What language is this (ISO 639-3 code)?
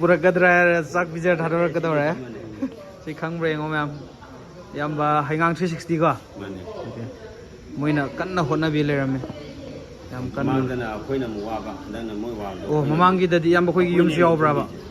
mni